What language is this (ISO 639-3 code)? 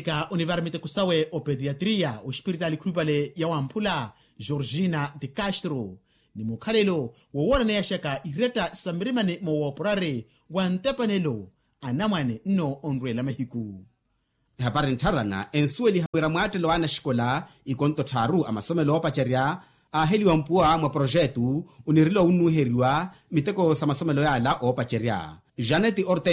vmw